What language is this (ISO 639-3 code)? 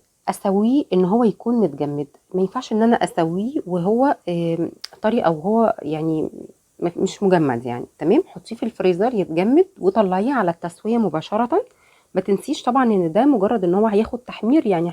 arz